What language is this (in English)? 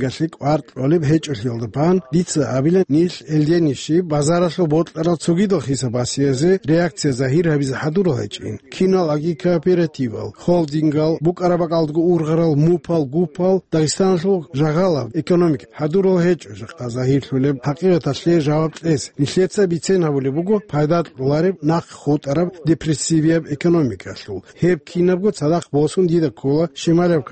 Avaric